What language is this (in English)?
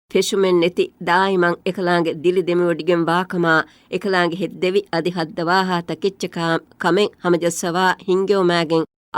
Divehi